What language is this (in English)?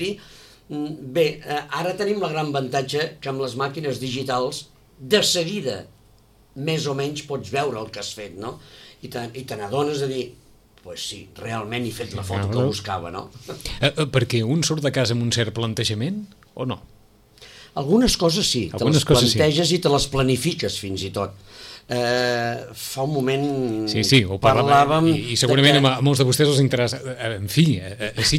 Catalan